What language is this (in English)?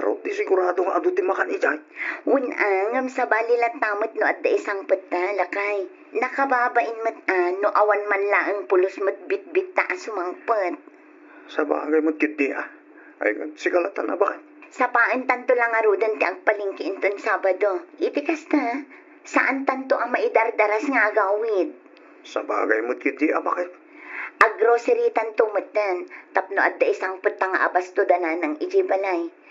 Iloko